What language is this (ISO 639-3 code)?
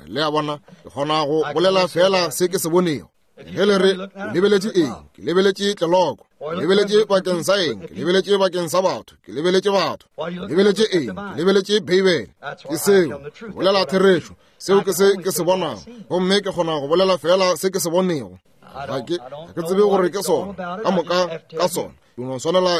nso